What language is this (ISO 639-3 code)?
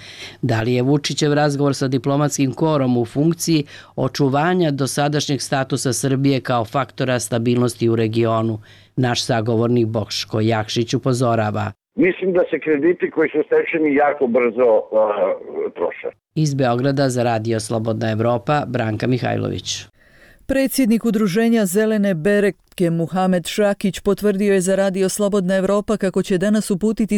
bos